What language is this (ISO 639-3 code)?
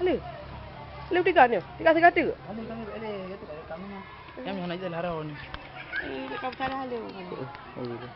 ace